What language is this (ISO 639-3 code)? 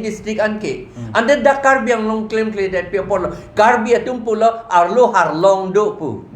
mjw